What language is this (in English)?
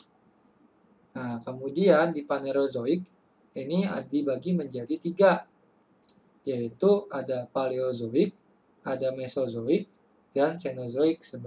Indonesian